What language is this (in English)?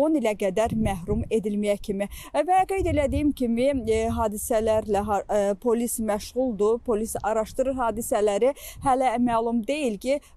Azerbaijani